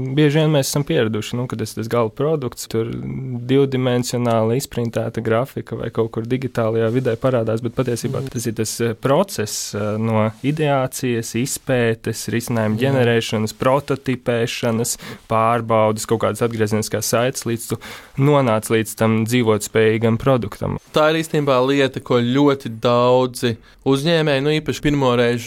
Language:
Latvian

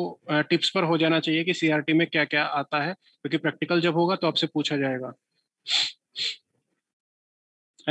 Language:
Hindi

